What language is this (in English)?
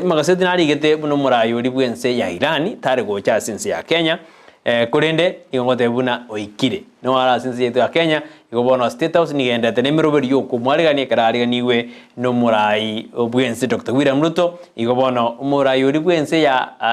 Gusii